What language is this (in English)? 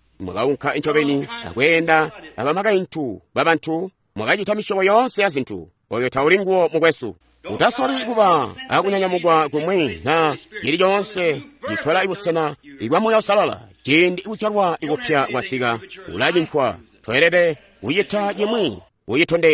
Tonga (Zambia)